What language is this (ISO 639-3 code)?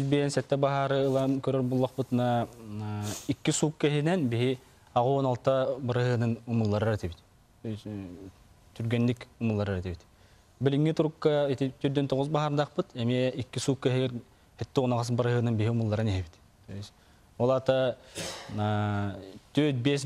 sah